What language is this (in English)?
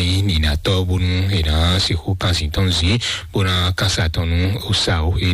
Fon